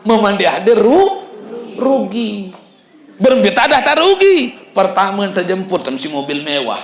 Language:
Sasak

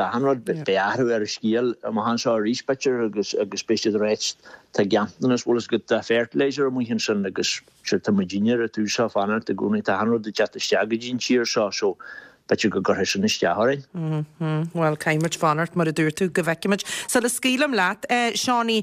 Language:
Irish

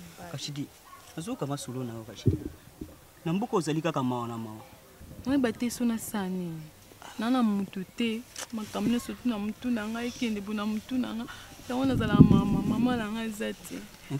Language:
Lingala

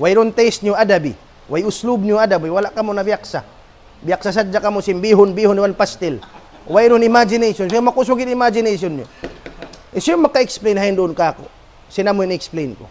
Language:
Tausug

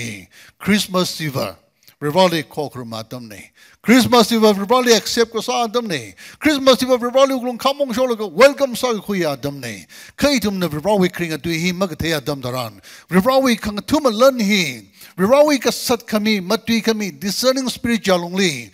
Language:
Tangkhul Naga (India)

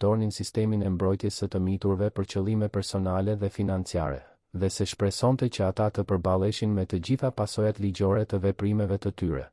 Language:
Albanian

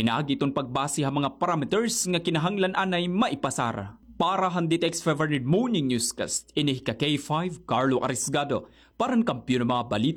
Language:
Waray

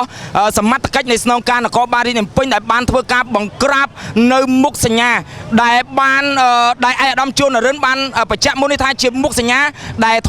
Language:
Khmer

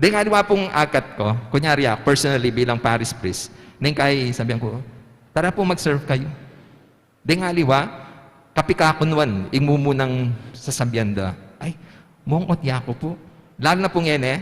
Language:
Pampanga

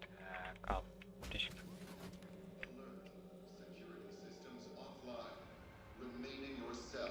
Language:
Kara-Kalpak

